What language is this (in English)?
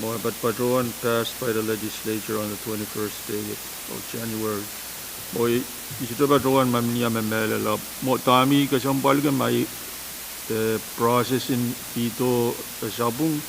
Pohnpeian